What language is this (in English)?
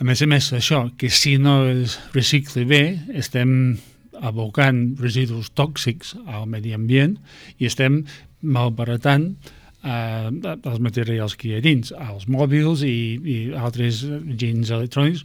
Catalan